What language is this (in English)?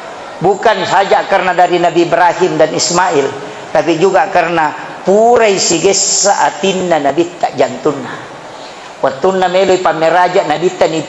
Buginese